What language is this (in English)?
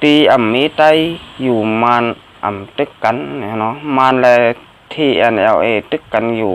Shan